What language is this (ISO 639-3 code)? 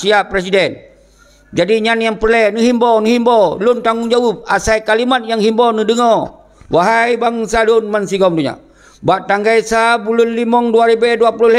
ace